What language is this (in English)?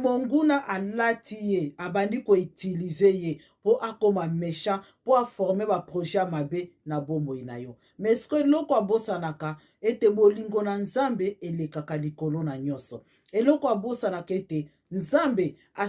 Lingala